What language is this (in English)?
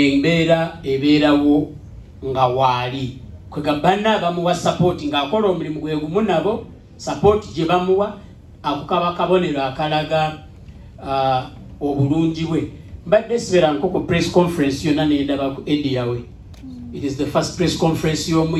Ganda